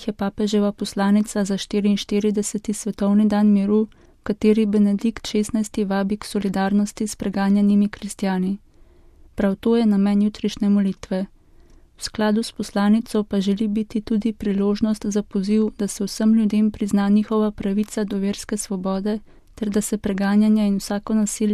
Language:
Slovenian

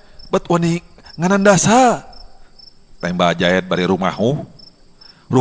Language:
Sundanese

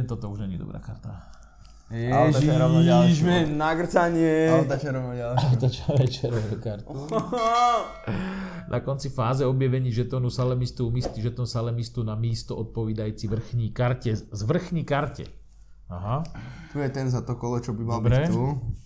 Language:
Slovak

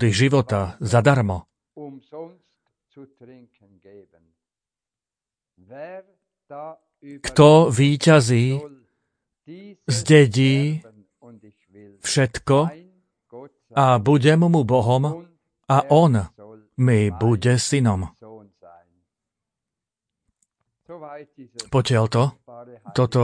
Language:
Slovak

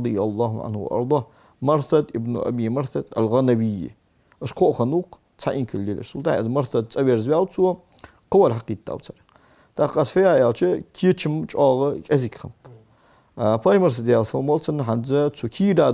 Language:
Ingush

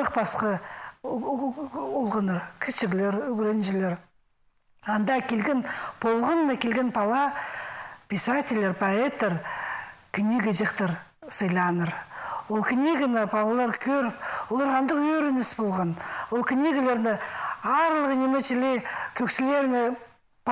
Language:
Khakas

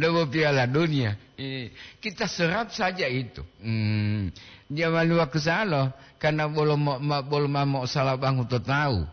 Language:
Gorontalo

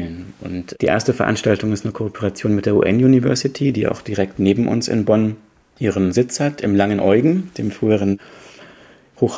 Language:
German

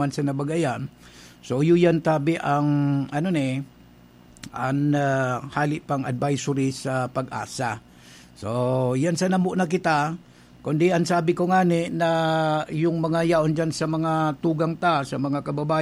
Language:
Bikol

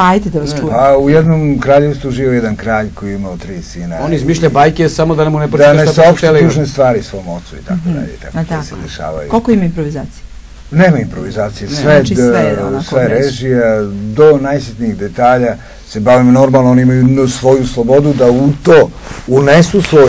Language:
Serbian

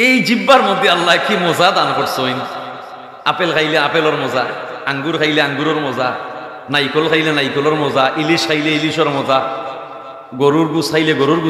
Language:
Sylheti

